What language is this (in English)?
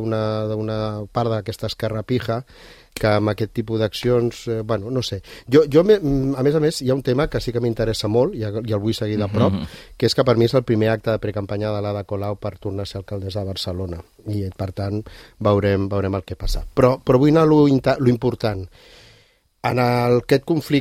Catalan